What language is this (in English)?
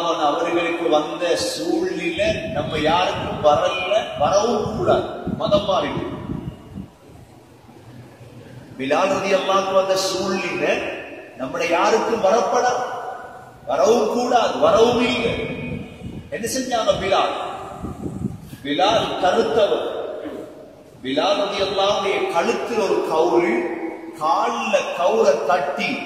Tamil